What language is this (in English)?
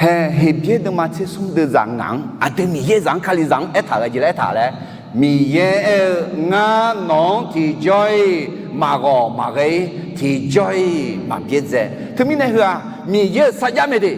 Akha